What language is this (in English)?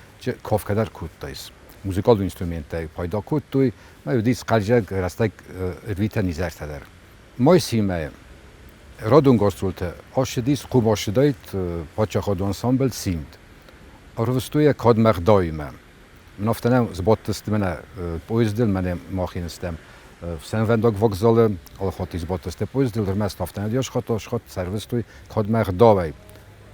Ossetic